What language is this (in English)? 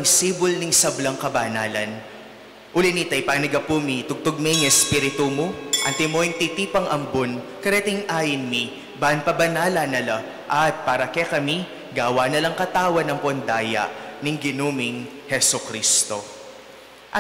Pampanga